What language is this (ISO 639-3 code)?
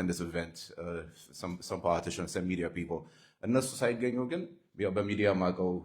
orm